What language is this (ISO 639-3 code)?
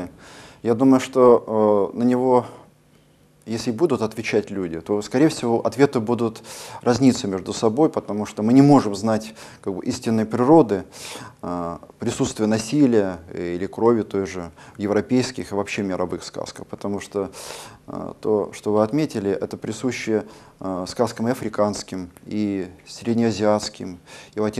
rus